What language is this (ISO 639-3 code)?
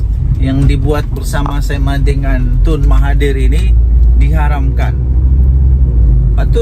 msa